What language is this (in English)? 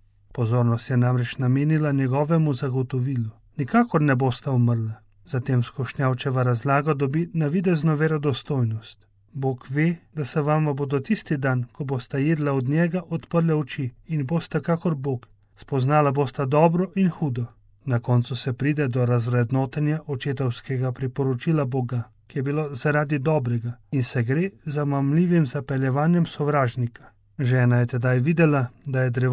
Slovenian